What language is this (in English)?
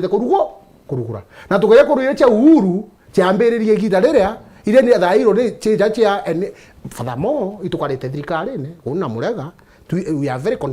Meru